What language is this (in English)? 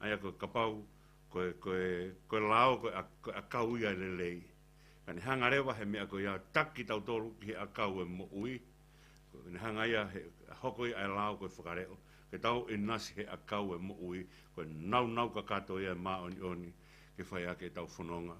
Tongan